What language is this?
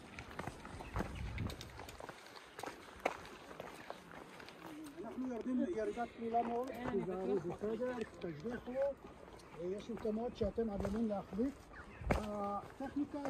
Hebrew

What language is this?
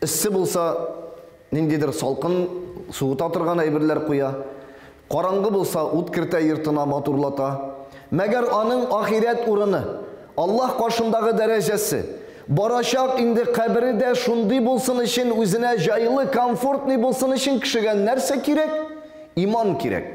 Tatar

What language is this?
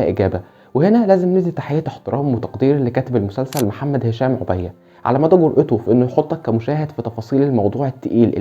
Egyptian Arabic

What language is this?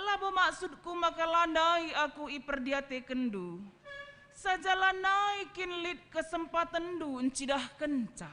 Batak Karo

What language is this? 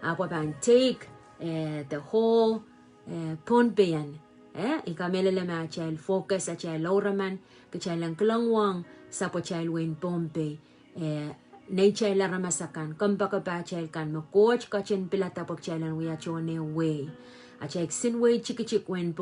Pohnpeian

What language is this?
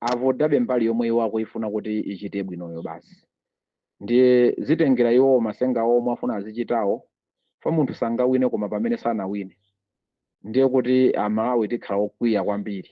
Nyanja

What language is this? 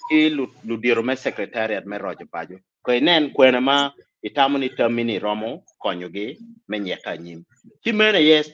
Acoli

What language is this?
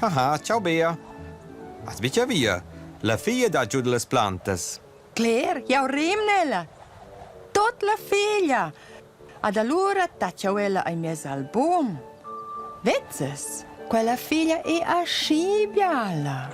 Romansh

